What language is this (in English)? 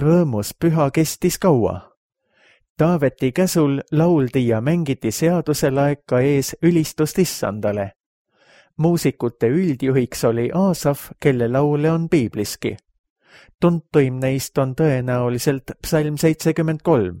Estonian